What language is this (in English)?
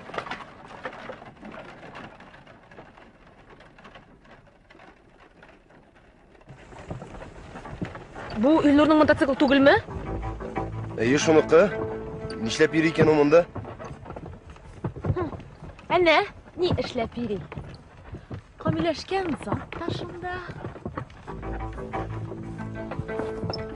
Tatar